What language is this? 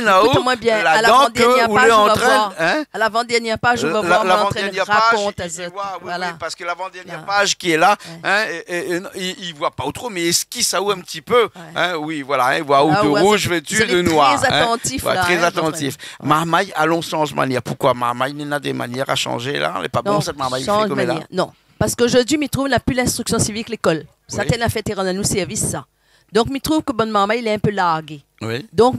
Réunion Creole French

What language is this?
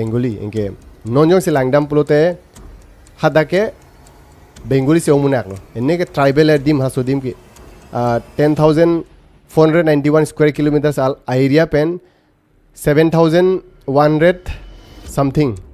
Karbi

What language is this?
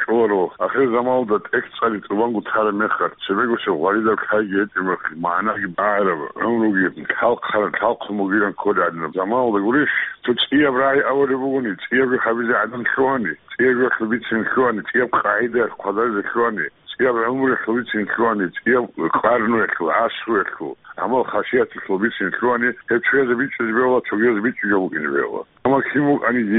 Avaric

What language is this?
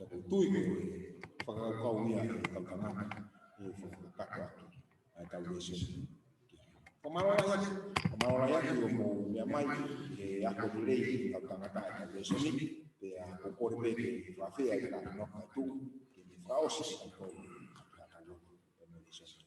Tongan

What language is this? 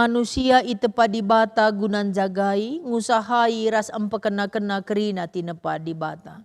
Batak Karo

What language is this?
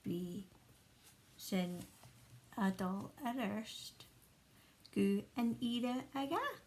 Scottish Gaelic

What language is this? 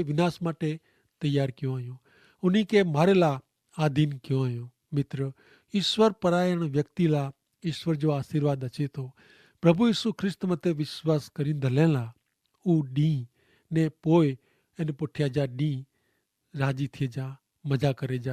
Kachhi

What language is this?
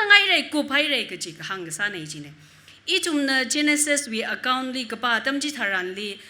Tangkhul Naga (India)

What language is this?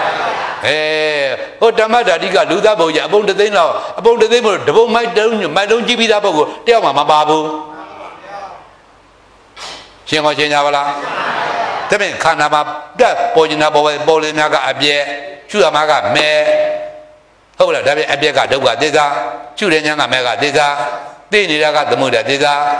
Burmese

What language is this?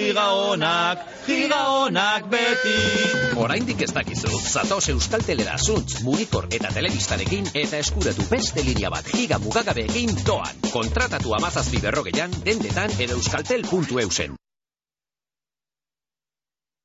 Basque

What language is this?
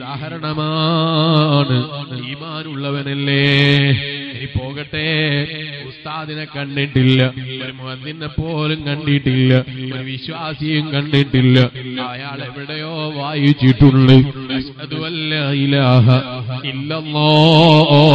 Malayalam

